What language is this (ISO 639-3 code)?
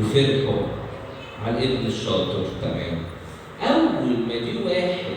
arz